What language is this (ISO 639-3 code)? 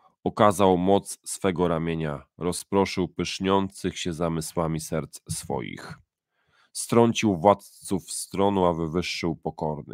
pol